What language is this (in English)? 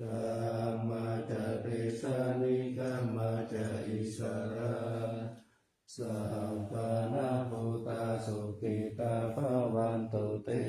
Pali